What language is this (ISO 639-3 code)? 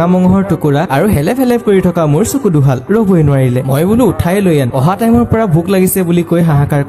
asm